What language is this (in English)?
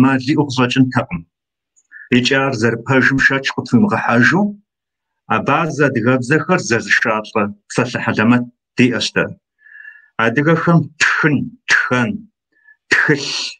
Kabardian